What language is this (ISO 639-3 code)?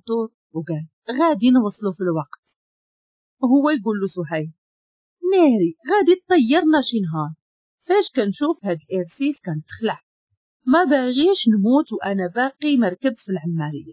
ary